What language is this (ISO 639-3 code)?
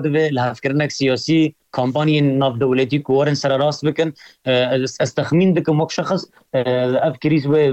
kur